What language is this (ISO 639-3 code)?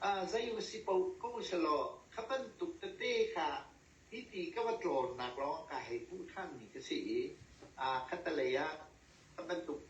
cnh